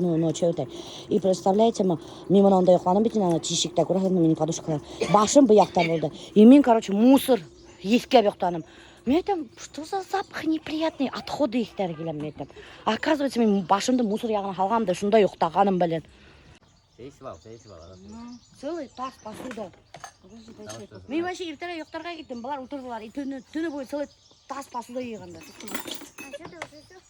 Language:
Bashkir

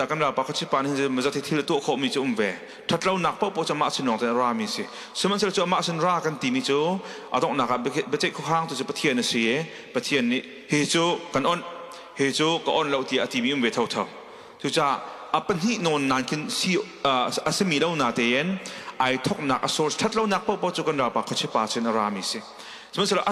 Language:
Hakha Chin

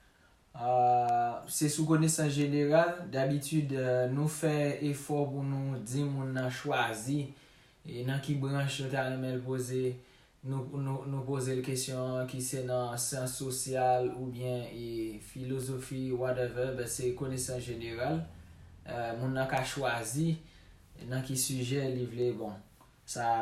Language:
Haitian Creole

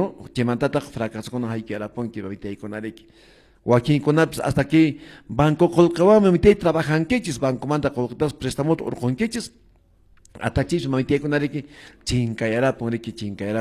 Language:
Quechua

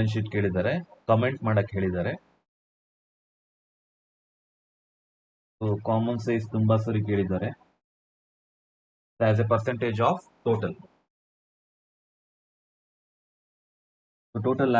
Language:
Kannada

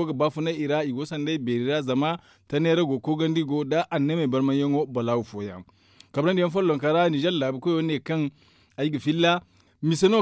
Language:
Zarma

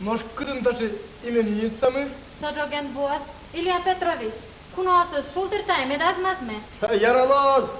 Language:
Udmurt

